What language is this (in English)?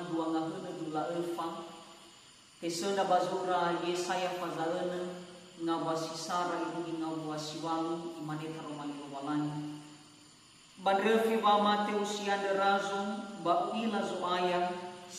Nias